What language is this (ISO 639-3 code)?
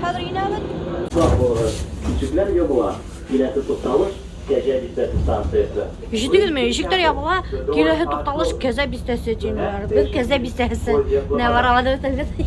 bak